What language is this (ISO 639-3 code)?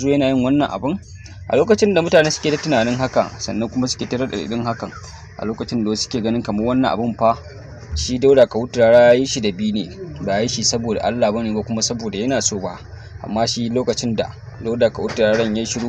hau